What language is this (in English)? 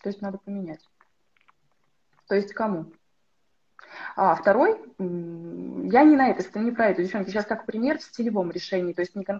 Russian